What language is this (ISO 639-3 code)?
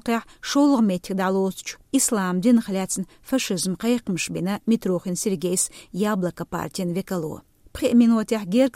che